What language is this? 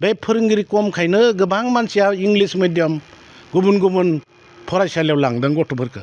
Bodo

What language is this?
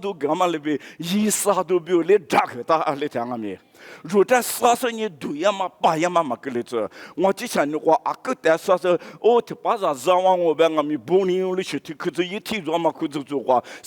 Lisu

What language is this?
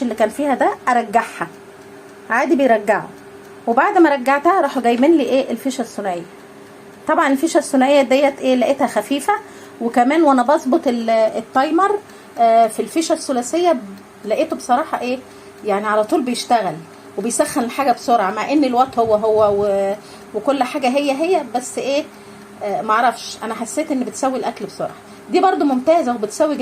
Egyptian Arabic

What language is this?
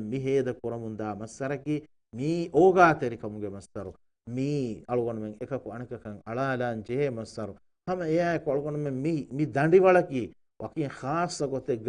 Divehi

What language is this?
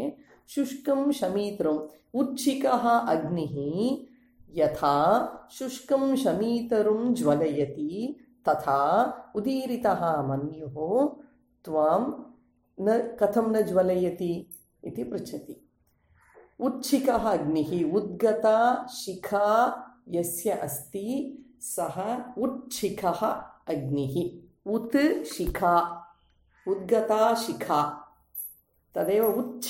Sanskrit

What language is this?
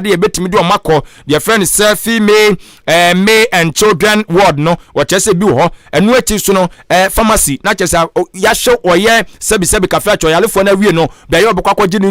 Akan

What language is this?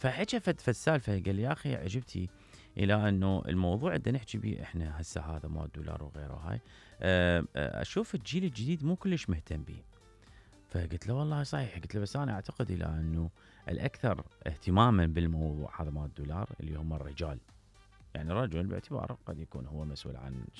Mesopotamian Arabic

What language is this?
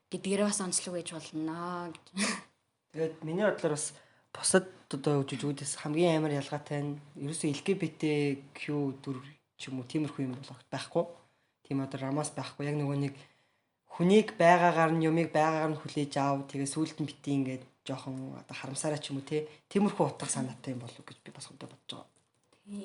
Mongolian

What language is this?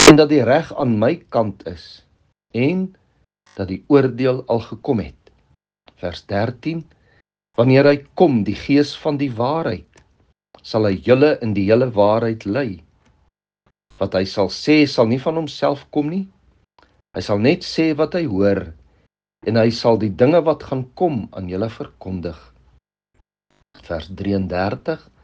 Afrikaans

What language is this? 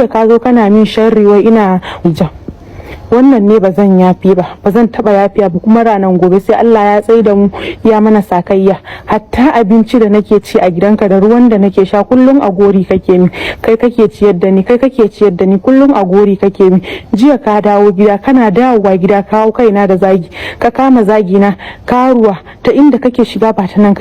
Hausa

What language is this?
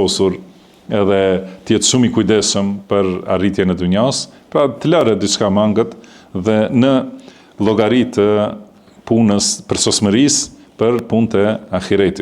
Albanian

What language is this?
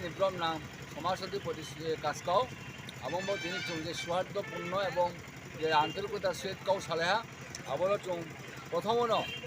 Riang (India)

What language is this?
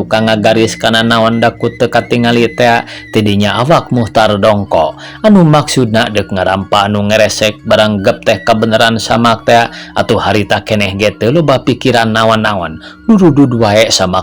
Sundanese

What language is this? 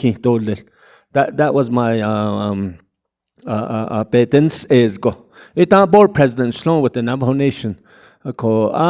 Navajo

